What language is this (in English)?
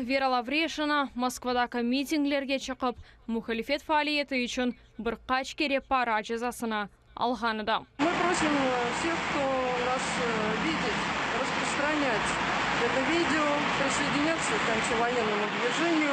Crimean Tatar